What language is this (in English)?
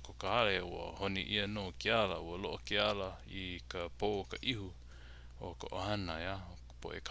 Hawaiian